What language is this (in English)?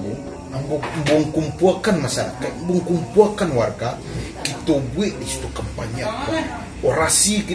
Minangkabau